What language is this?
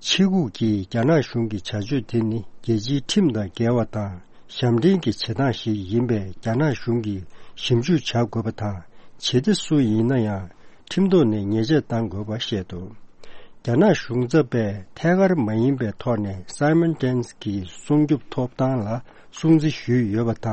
Tibetan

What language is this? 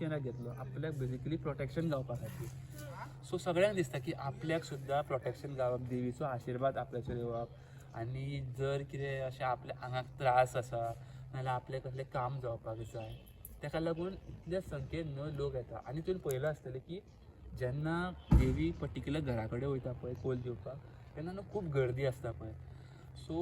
Konkani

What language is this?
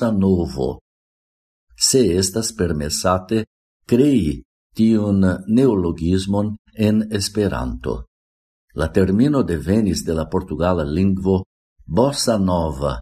Esperanto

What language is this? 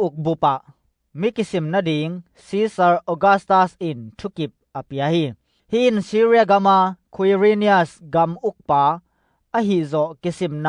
Tedim Chin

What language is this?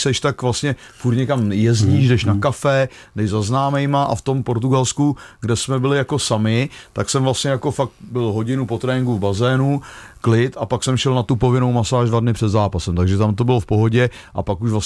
Czech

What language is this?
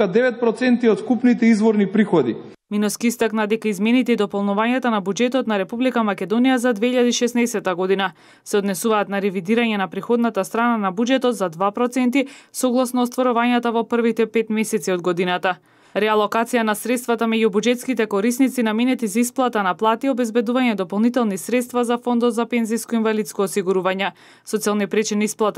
Macedonian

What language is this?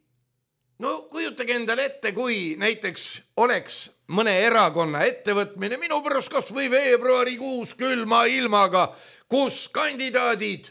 Estonian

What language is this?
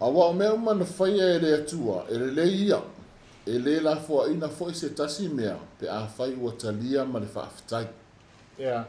Samoan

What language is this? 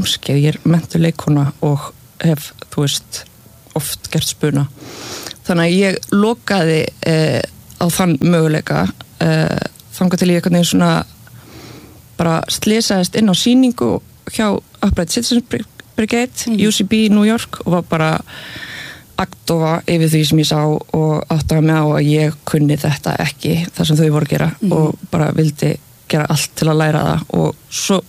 Icelandic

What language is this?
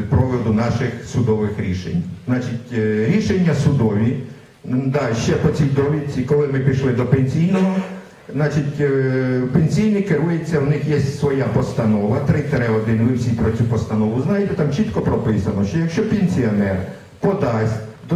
Ukrainian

